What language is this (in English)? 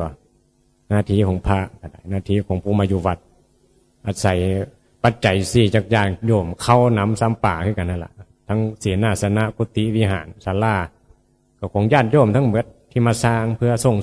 Northeastern Thai